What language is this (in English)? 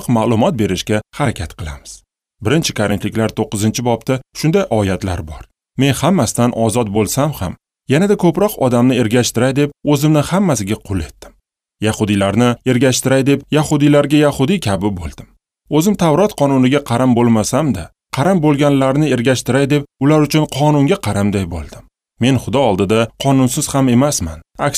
Uzbek